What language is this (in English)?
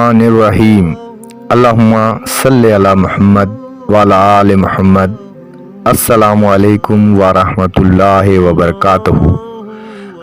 Haryanvi